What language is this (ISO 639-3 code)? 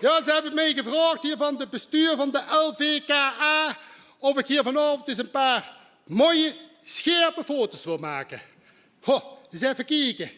lim